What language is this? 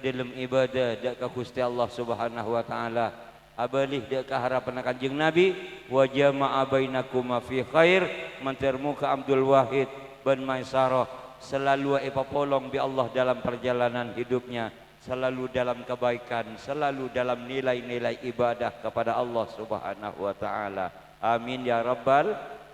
Madurese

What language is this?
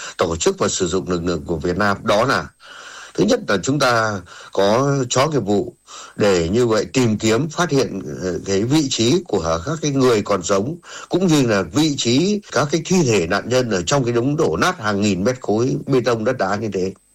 Vietnamese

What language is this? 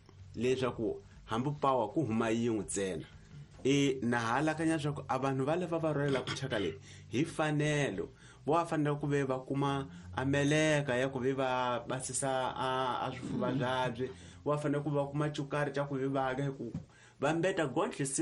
Tsonga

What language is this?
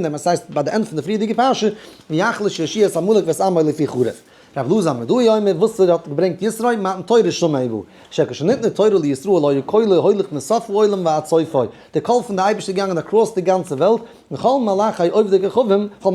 Yiddish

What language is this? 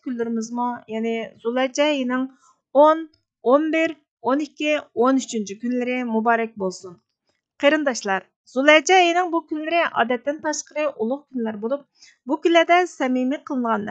Uyghur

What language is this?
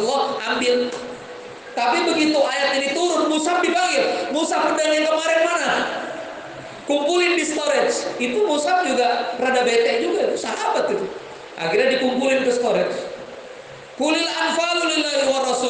Indonesian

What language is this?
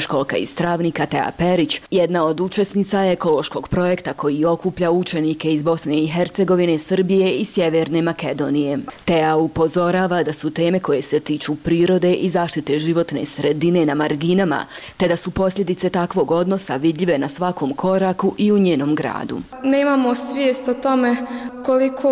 Bosnian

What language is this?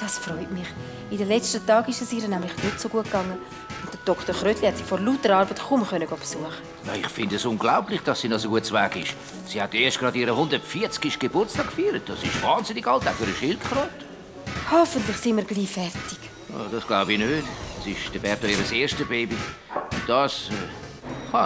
Swiss German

